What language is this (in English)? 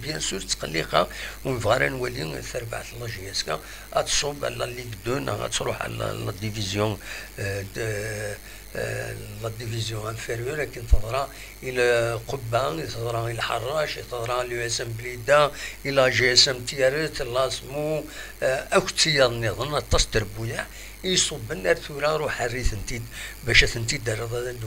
Kabyle